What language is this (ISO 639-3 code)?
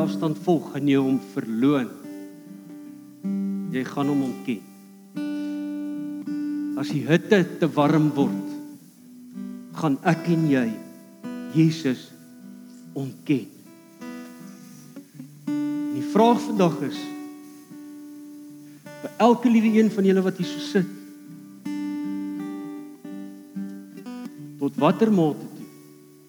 afr